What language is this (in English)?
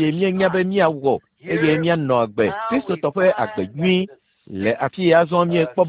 Ewe